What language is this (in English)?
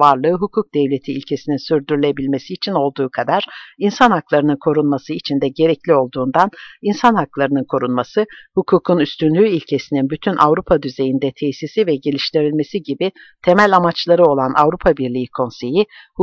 Turkish